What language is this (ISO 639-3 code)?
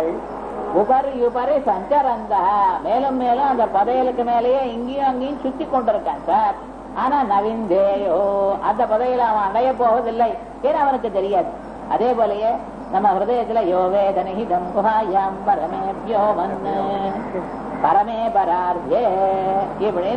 tam